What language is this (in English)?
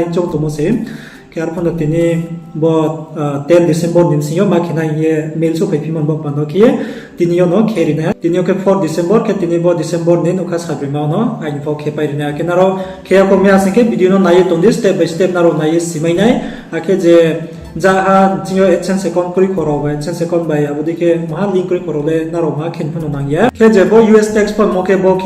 Riang (India)